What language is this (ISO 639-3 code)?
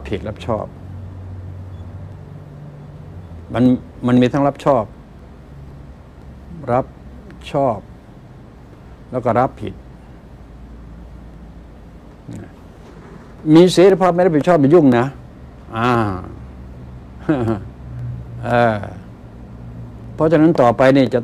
tha